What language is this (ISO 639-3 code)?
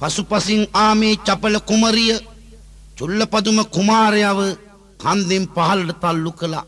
sin